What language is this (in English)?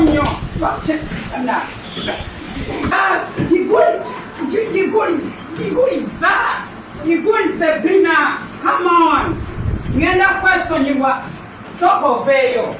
Ganda